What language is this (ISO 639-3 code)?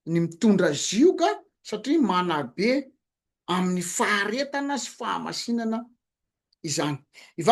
mlg